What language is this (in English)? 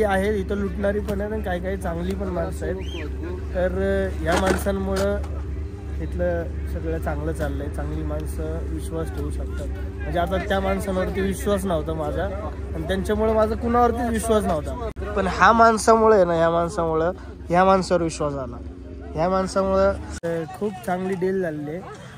Marathi